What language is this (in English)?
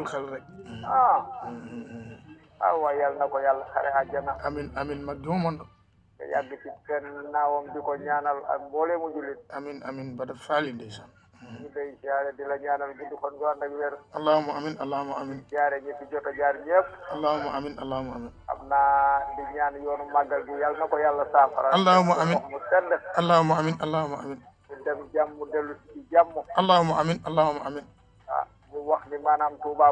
Wolof